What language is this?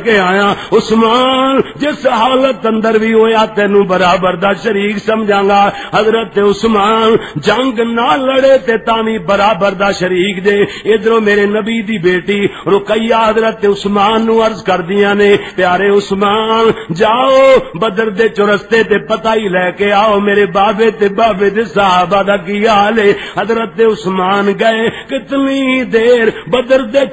Western Panjabi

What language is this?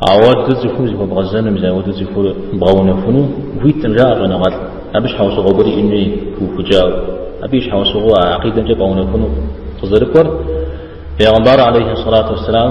Kabardian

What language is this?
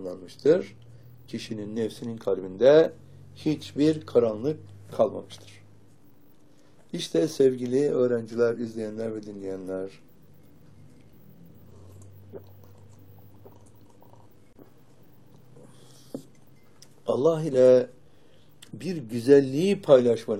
Turkish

